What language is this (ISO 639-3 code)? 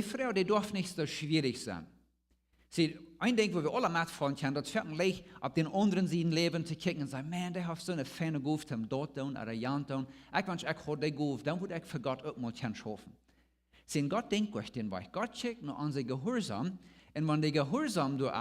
pdt